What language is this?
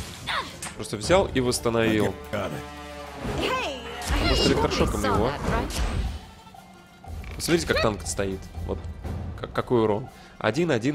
Russian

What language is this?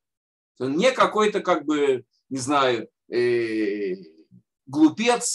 Russian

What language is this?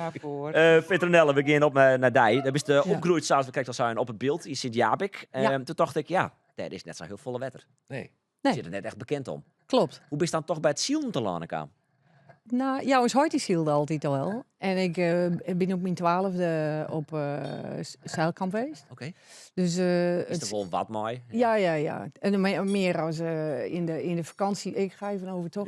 Western Frisian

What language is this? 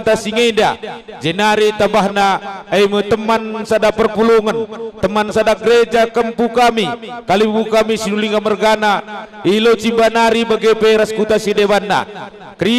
Batak Karo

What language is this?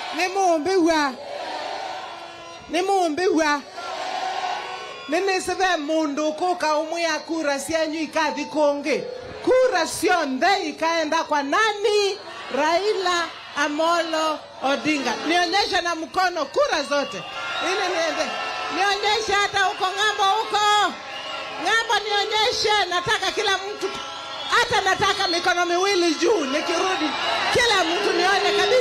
Swahili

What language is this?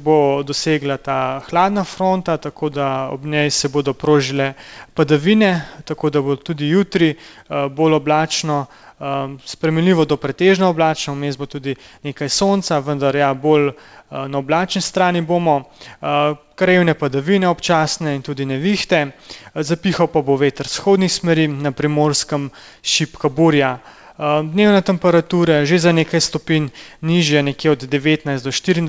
Slovenian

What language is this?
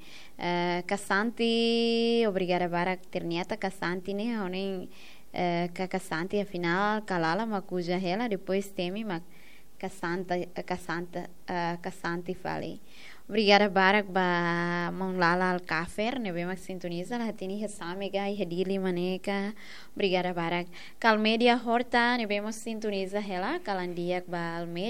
Tetum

